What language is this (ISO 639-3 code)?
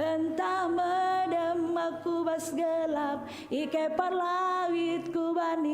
btx